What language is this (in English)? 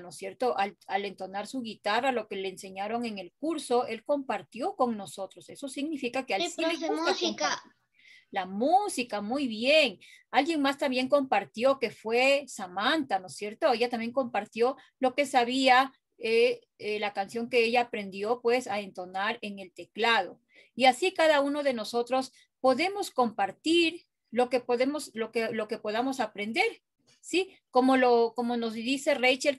Spanish